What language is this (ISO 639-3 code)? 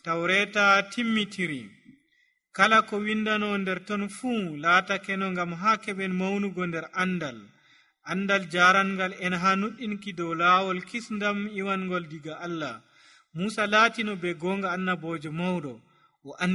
fuv